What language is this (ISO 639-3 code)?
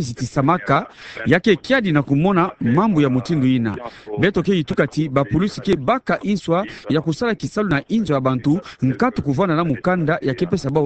ktu